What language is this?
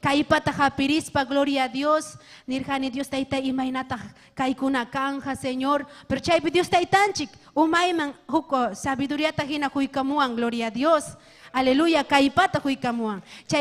Ayacucho Quechua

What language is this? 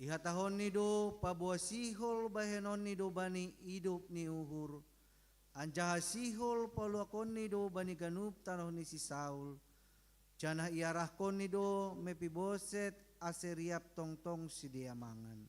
Batak Simalungun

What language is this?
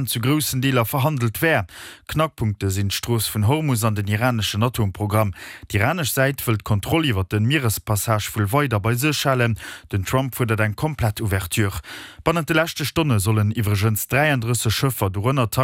Luxembourgish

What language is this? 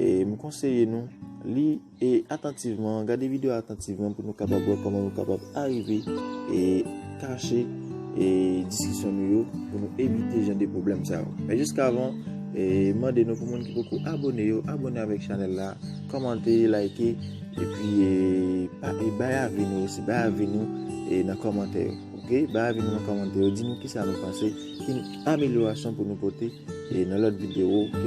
Haitian Creole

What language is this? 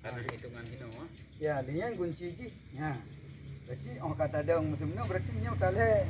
Achinese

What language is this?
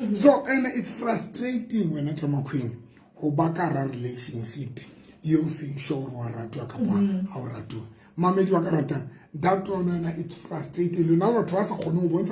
Southern Sotho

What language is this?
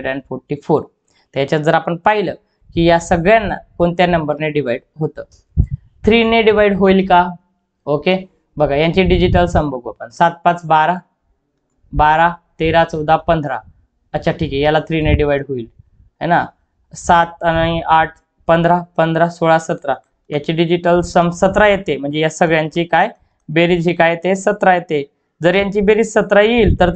Marathi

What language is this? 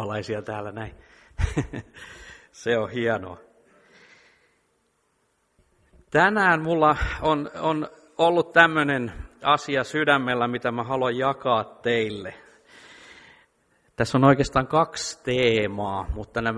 Finnish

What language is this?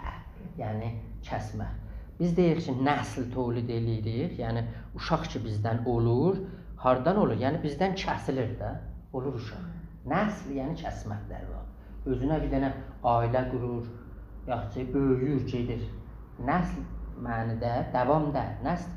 South Azerbaijani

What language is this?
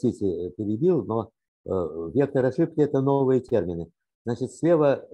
Russian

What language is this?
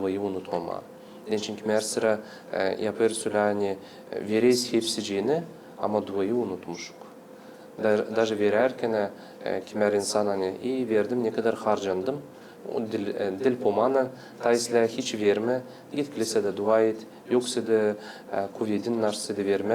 Gagauz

